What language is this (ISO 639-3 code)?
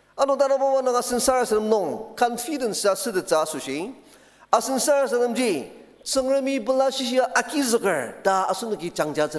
njo